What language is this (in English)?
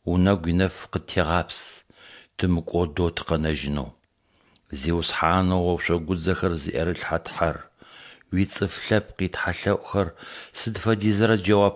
Adyghe